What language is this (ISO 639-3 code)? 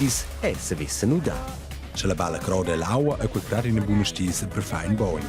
roh